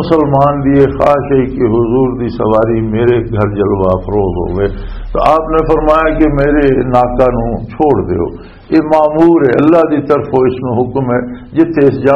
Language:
Western Panjabi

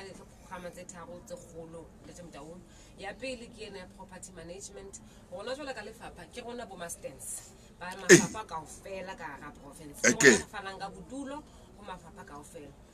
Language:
Southern Sotho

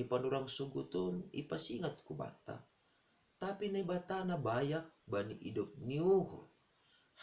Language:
Batak Simalungun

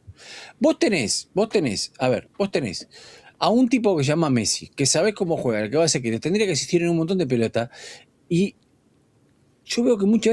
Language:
Spanish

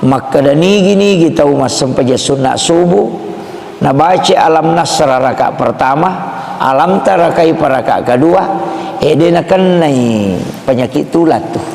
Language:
Buginese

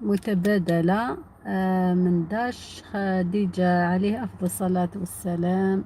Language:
Algerian Arabic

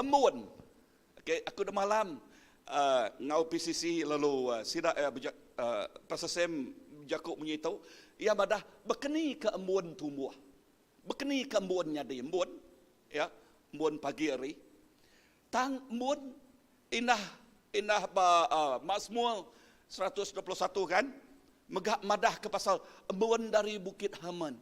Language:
Iban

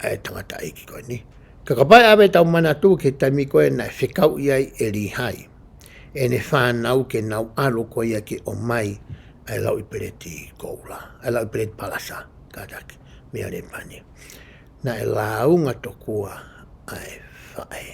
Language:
Tongan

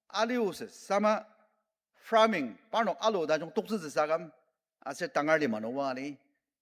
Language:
Ao Naga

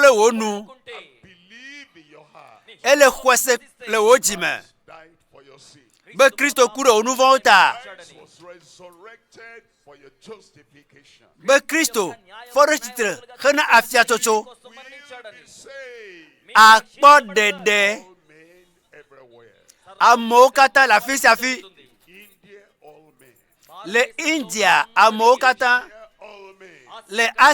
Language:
Ewe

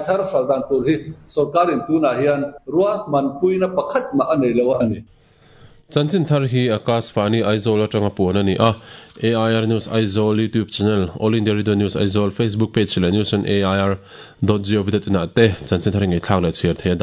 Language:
Mizo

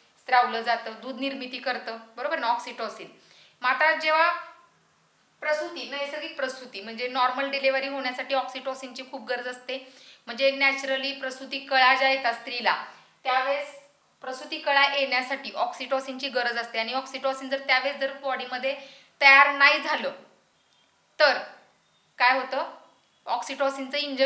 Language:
Marathi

